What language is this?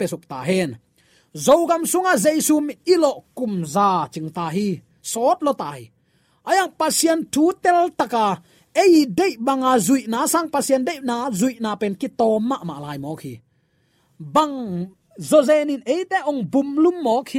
Tedim Chin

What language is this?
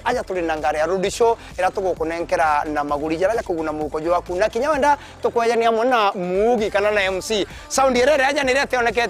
Meru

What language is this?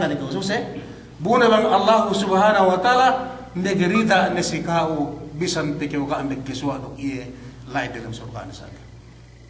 Yakan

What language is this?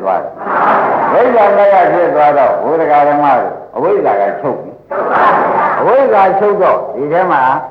Burmese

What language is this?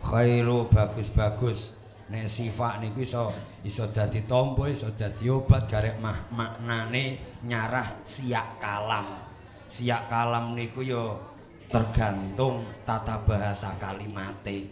Javanese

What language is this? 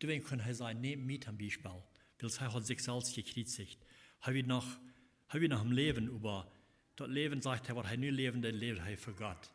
Plautdietsch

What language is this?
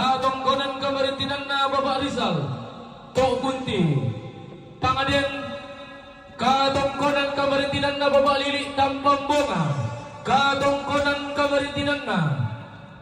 Toraja-Sa'dan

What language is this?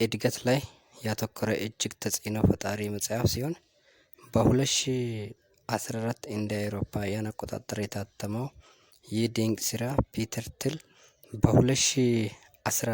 Amharic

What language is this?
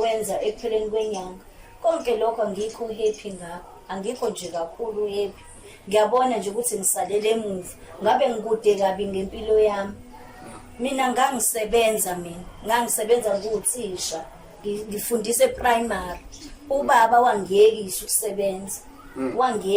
Zulu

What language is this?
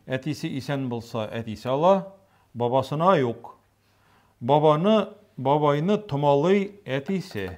Tatar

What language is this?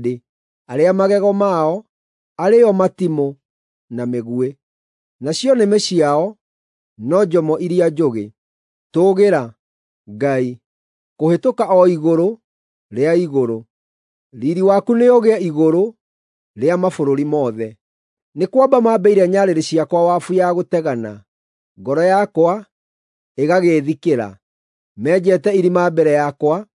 Kikuyu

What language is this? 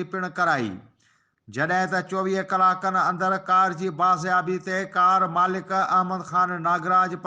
Sindhi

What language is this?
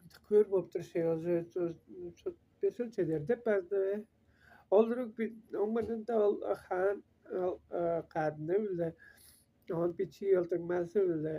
Tuvinian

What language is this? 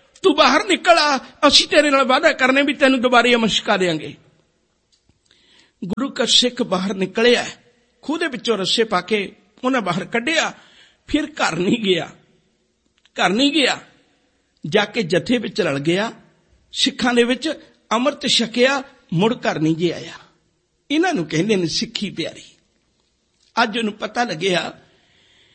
Punjabi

